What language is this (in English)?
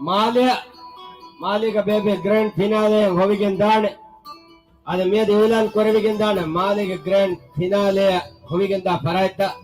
Divehi